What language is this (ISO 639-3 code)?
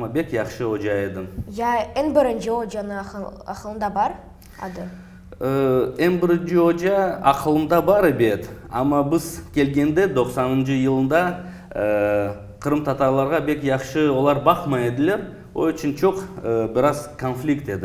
crh